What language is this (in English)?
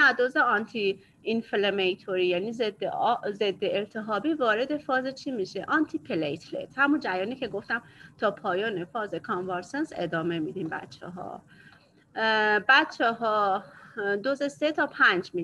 Persian